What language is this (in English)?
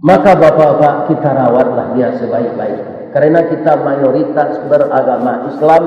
Minangkabau